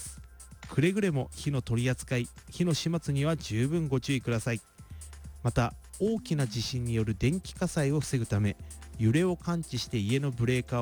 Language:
Japanese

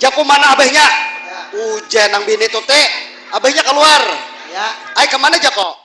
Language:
Banjar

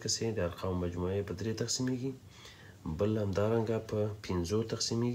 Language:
Pashto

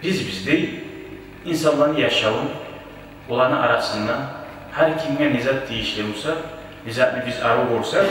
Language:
Kumyk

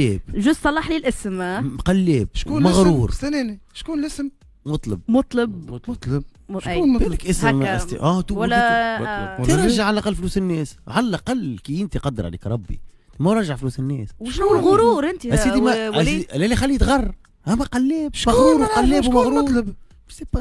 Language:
Tunisian Arabic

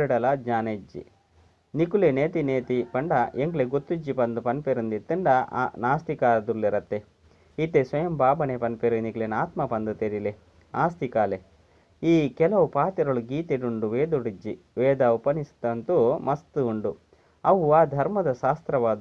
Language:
Tulu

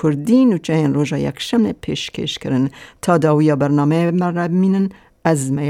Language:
Kurdish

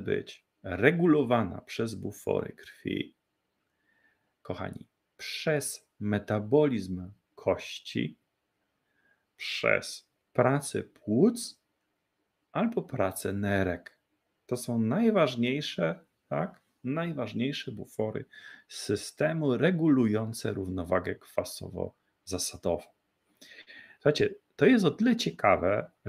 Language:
Polish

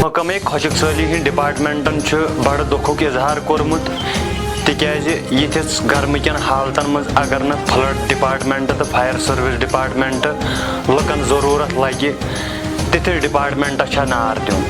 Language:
Kashmiri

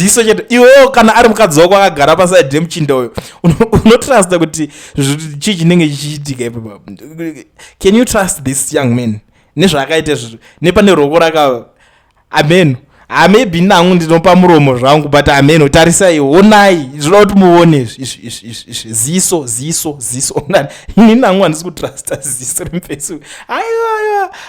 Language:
Shona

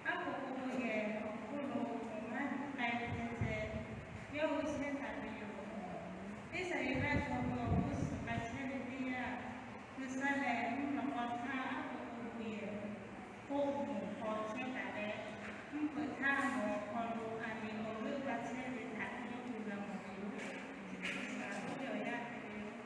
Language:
Lahu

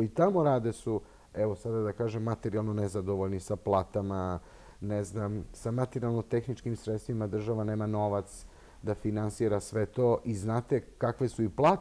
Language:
Serbian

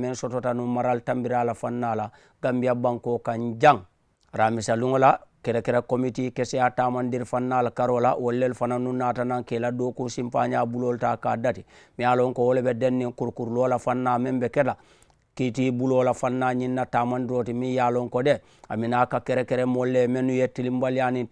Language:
Mandingo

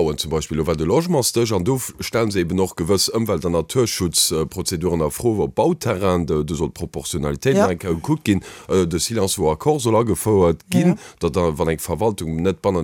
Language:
Luxembourgish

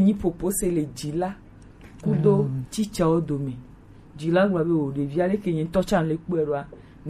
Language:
Gen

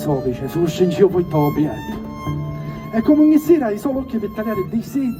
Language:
Sicilian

